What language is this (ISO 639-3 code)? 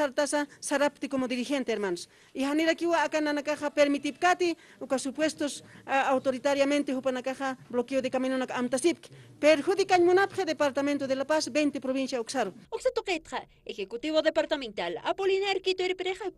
aym